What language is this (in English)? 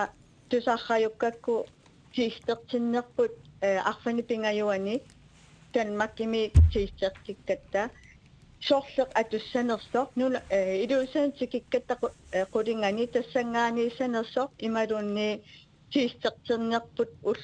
Kalaallisut